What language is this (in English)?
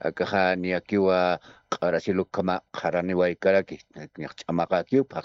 Aymara